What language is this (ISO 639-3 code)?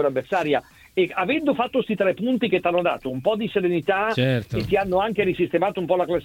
ita